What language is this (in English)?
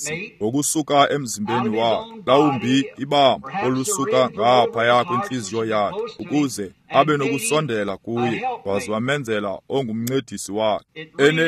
Xhosa